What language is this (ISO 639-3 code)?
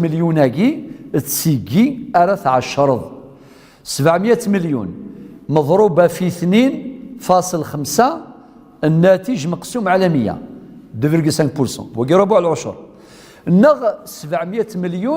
kab